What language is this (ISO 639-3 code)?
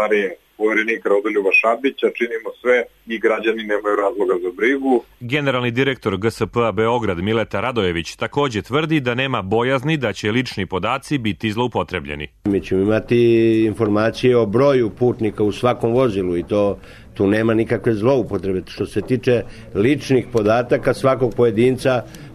srp